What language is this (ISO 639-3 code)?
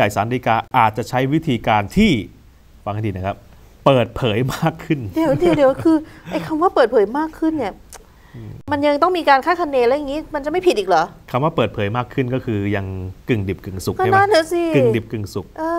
tha